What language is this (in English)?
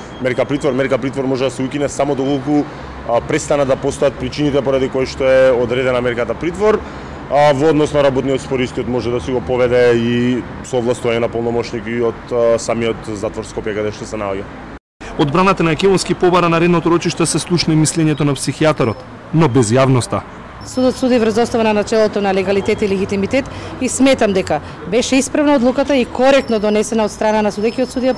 Macedonian